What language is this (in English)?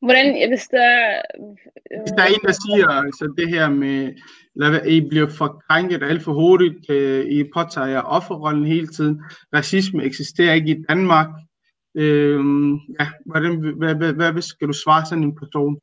Danish